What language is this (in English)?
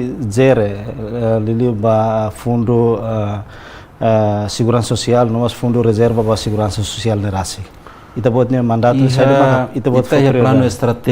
Tetum